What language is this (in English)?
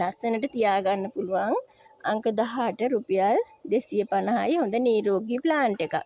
Sinhala